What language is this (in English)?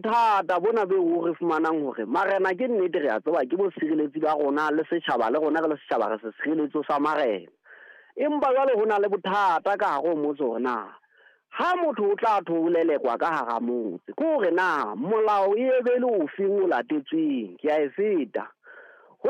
Southern Sotho